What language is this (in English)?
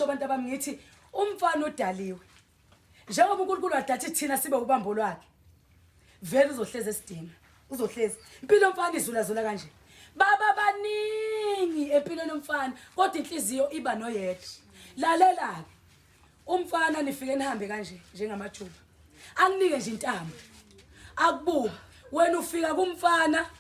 Zulu